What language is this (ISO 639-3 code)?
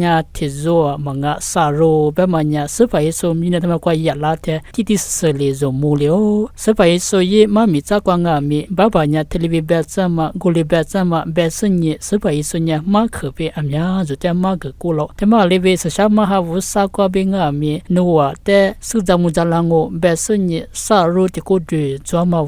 lis